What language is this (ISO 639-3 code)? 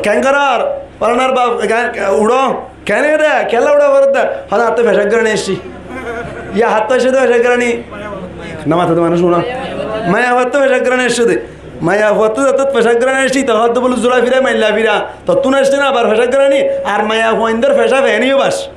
rhg